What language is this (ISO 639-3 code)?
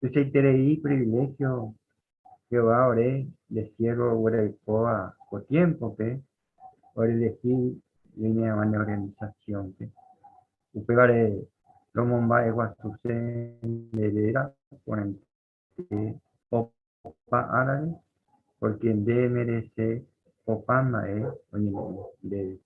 grn